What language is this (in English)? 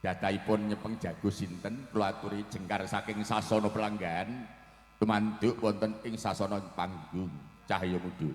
Javanese